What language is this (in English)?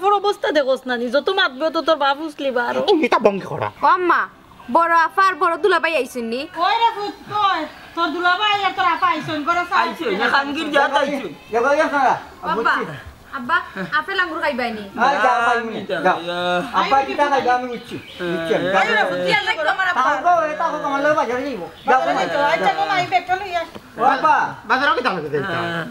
Sylheti